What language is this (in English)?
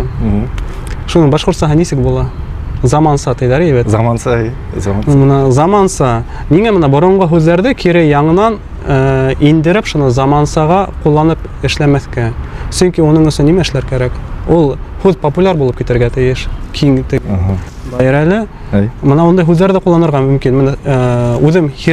Bashkir